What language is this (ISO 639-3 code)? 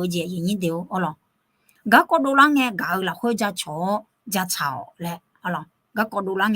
ahk